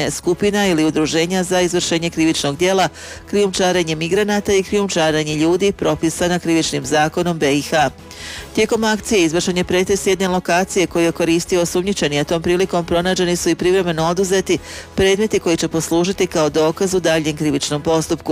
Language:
Bosnian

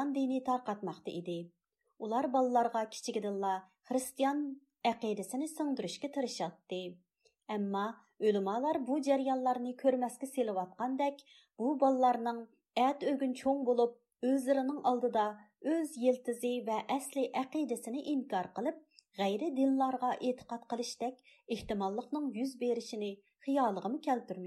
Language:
Uyghur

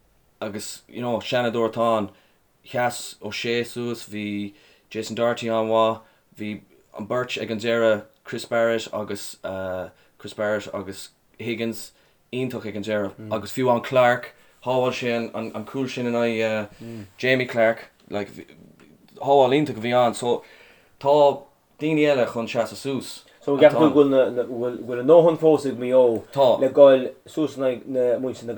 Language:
Irish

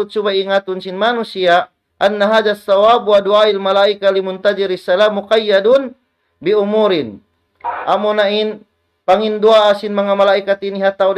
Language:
Tausug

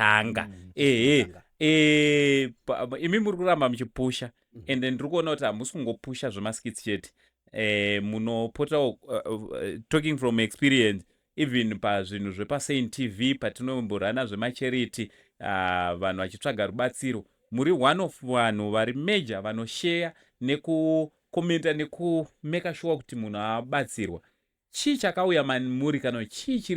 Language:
Shona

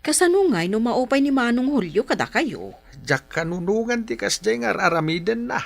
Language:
Iloko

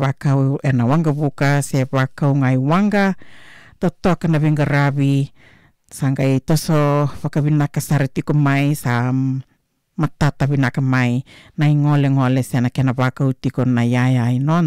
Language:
Fijian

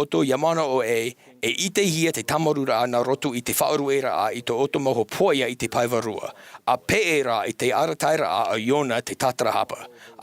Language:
Tahitian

